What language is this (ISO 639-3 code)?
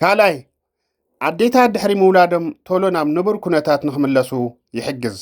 tir